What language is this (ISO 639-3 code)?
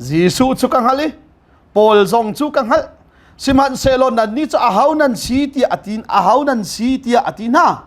cnh